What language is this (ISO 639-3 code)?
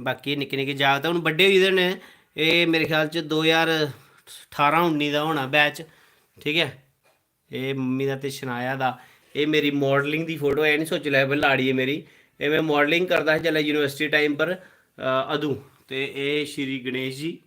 doi